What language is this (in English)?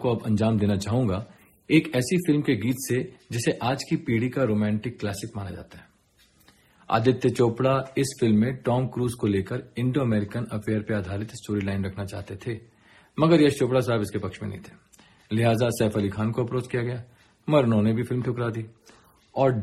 Hindi